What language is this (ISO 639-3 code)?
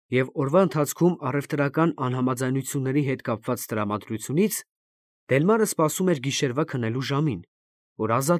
hye